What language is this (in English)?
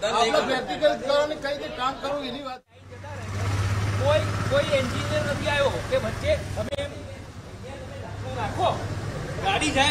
Gujarati